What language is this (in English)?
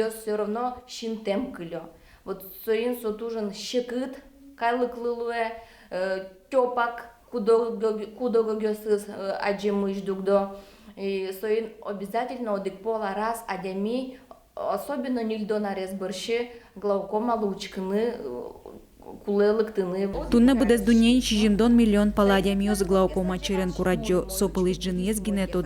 Udmurt